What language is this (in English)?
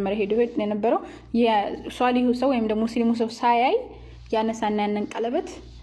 Amharic